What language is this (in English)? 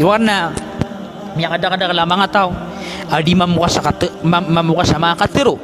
Maranao